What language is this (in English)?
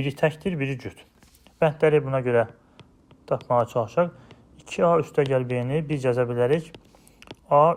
Azerbaijani